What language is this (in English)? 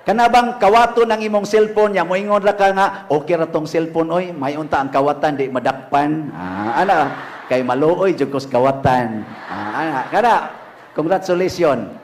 Cebuano